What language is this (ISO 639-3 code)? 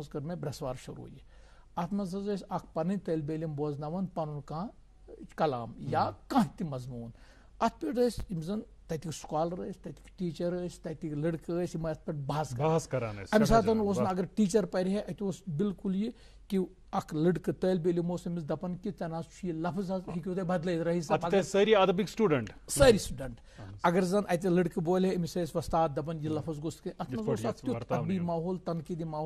kas